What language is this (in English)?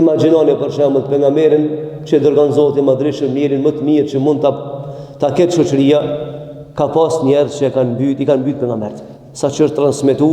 Albanian